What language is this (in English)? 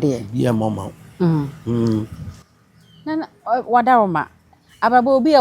Akan